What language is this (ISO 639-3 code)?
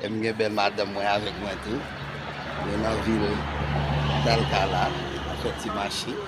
hat